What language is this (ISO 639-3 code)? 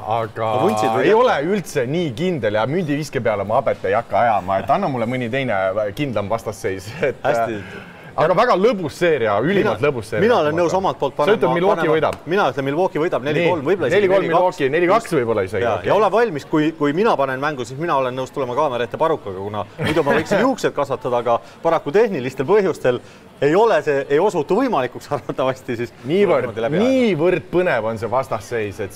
est